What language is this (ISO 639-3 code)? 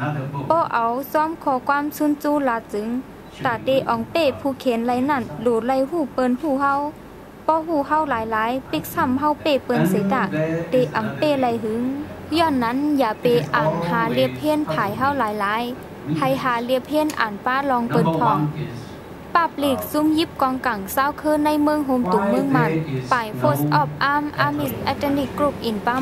shn